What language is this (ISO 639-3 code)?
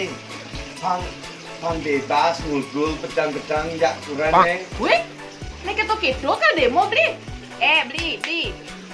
ban